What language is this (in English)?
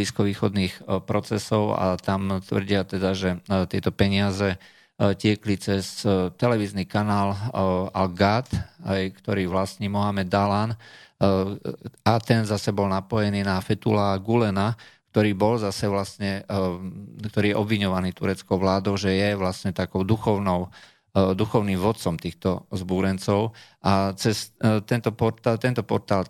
Slovak